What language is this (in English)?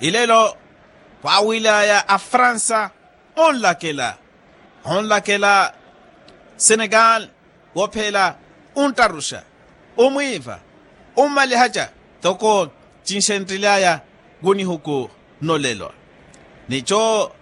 Makhuwa